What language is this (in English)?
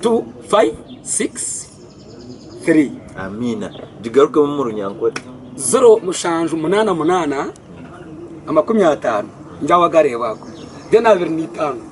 Nyankole